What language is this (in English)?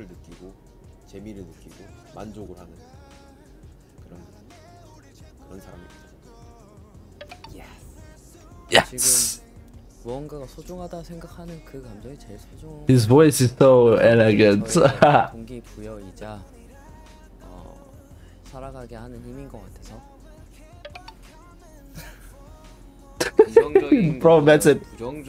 Korean